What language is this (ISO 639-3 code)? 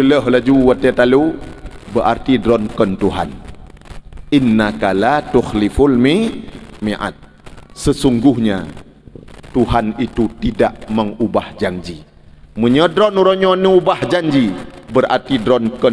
ace